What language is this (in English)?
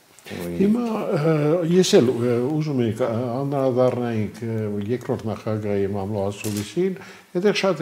Armenian